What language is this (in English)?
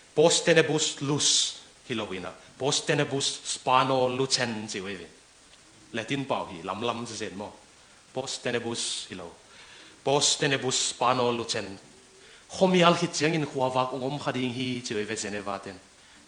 Tedim Chin